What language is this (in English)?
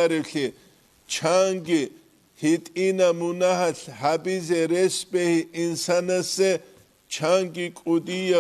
Avaric